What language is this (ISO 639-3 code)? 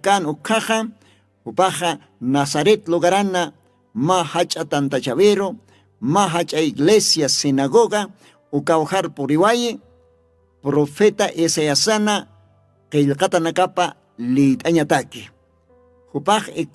aym